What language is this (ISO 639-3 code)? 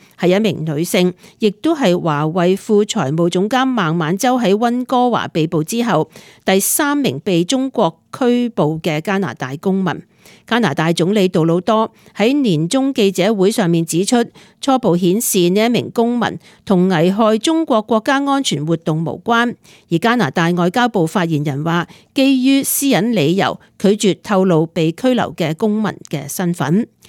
yue